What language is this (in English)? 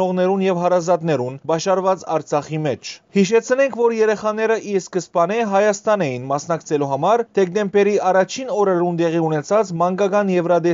Western Armenian